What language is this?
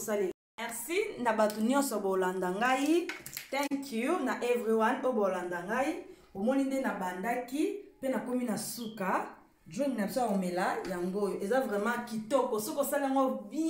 Lingala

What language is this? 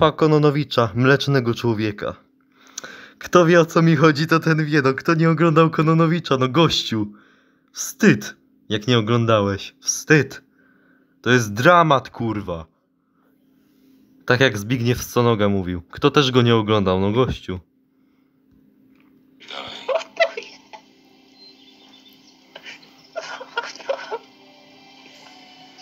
Polish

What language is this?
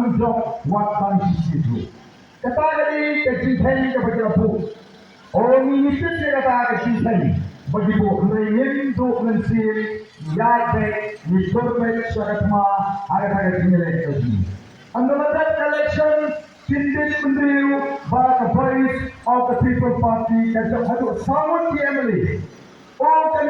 Khasi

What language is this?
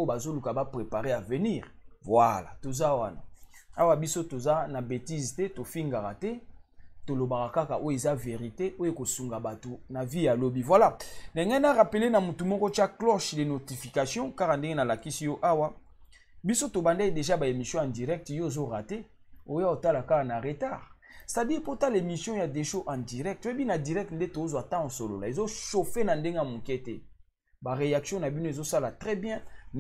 Lingala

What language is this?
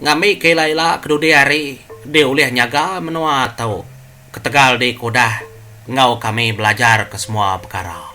Iban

